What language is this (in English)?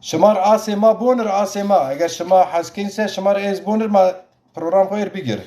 Zaza